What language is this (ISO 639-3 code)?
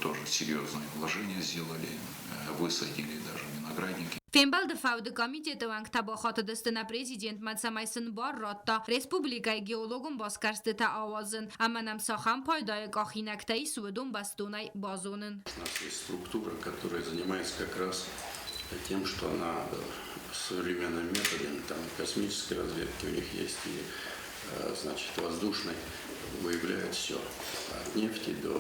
oss